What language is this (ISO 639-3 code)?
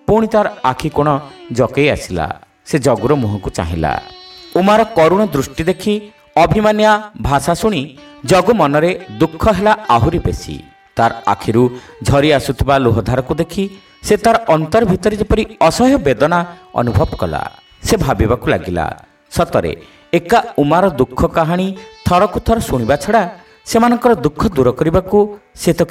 ori